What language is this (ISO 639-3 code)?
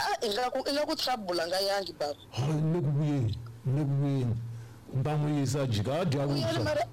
tso